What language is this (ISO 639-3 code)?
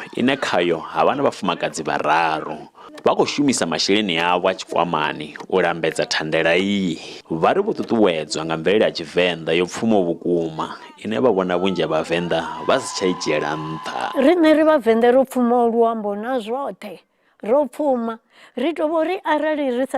ven